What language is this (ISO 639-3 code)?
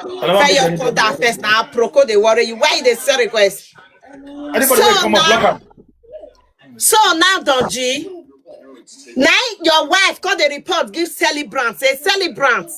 pcm